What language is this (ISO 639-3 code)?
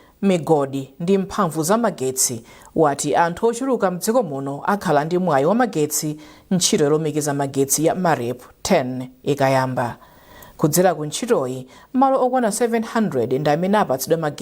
nya